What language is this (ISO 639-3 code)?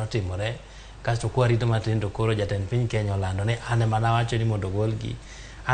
luo